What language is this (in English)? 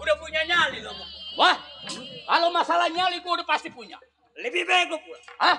Betawi